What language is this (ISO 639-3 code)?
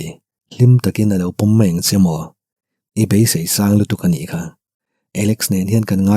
lus